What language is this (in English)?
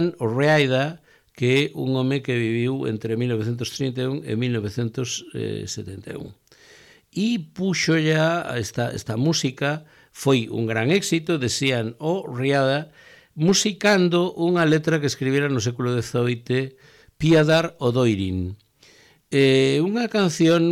Galician